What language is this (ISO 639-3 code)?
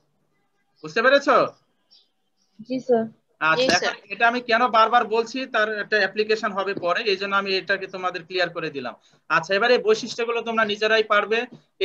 ben